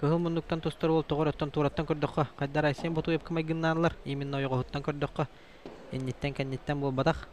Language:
Yakut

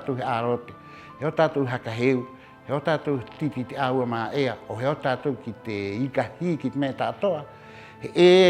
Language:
Rapanui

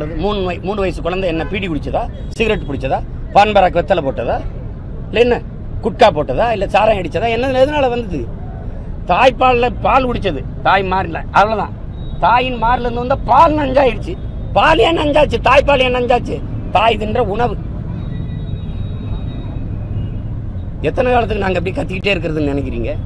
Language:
Tamil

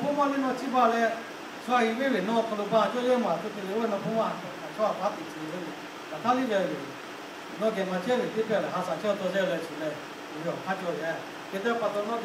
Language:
Lahu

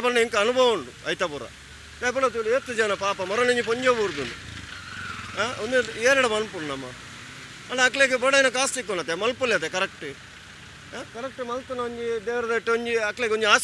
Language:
Tulu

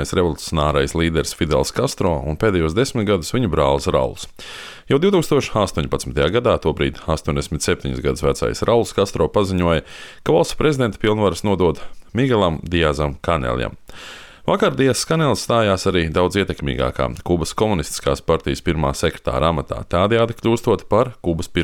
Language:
Latvian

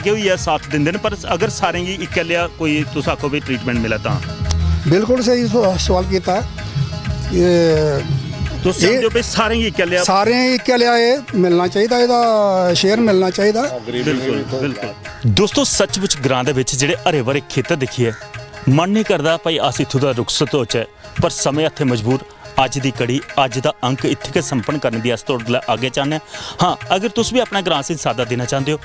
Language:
Dogri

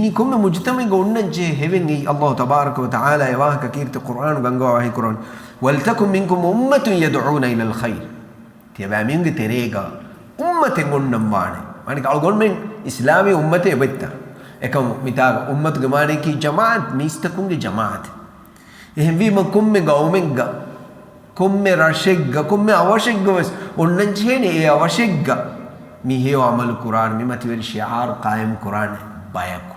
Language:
Divehi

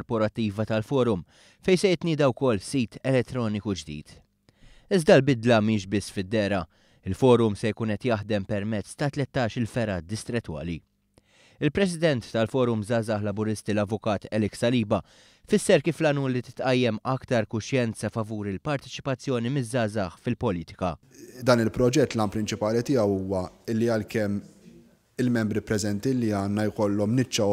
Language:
Maltese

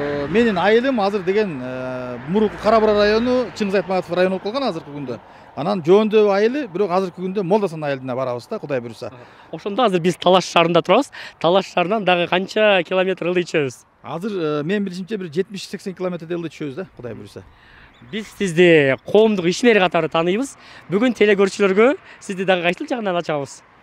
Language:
Kyrgyz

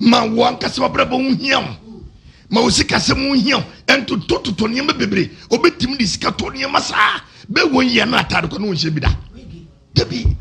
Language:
Akan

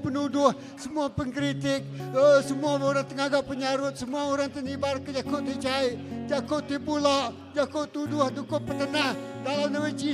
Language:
Iban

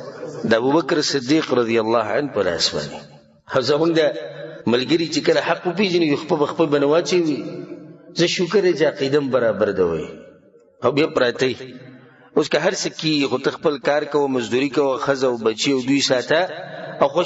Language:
Pashto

